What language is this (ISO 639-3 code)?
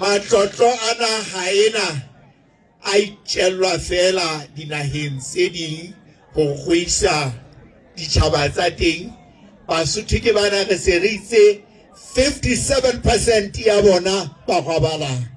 sot